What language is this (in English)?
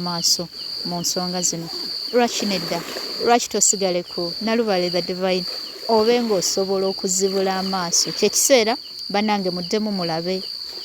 Ganda